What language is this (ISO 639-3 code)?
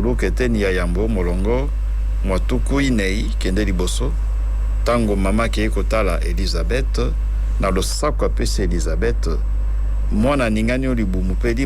lin